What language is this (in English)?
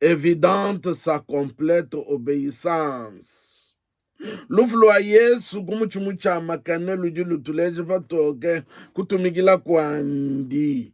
Luba-Lulua